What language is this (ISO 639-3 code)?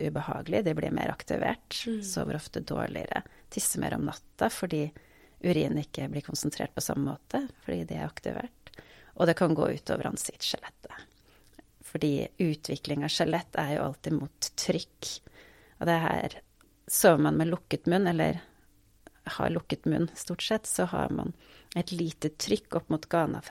nor